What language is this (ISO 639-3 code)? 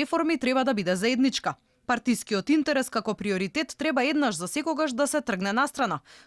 mkd